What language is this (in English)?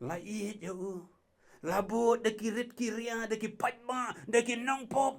Khasi